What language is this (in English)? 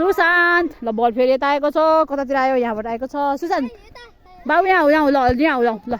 Nepali